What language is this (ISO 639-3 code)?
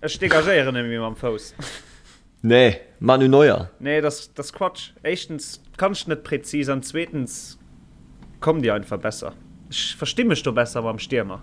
ltz